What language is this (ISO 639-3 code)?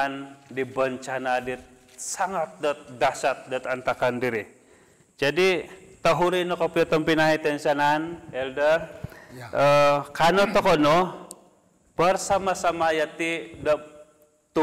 dtp